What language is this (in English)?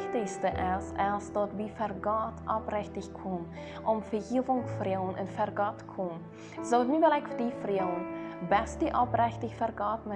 Plautdietsch